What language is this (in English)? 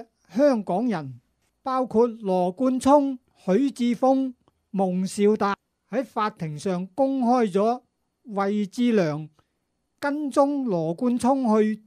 Cantonese